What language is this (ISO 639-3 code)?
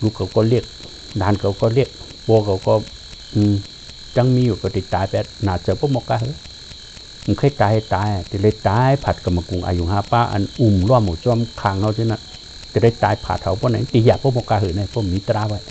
shn